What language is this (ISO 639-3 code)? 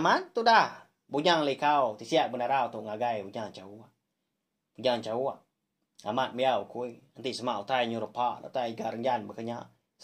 iba